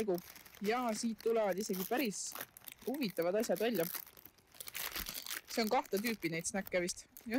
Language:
Estonian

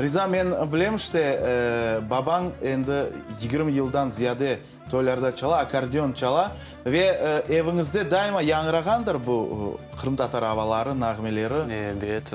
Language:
Crimean Tatar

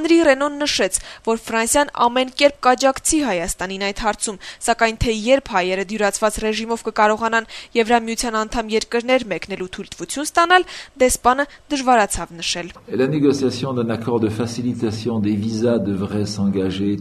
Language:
Armenian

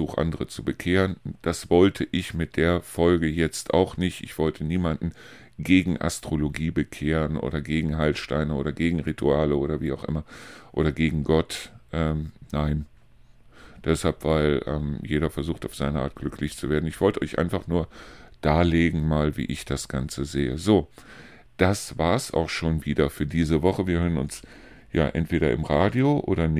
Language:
German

